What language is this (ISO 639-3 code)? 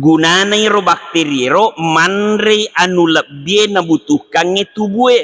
bug